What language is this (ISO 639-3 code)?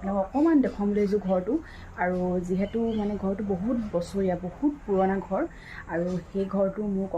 asm